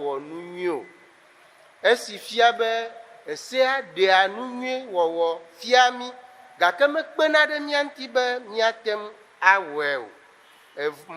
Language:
Ewe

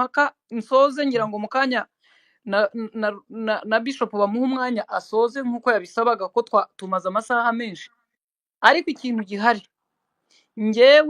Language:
Kinyarwanda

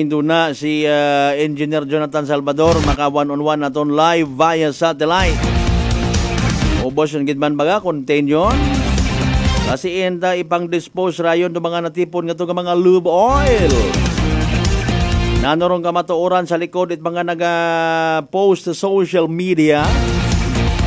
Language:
Aklanon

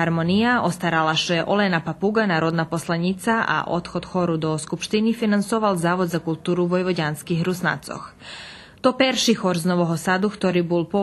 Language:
Rusyn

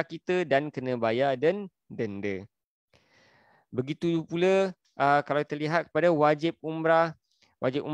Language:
Malay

